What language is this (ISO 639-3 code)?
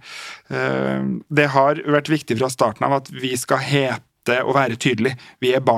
nor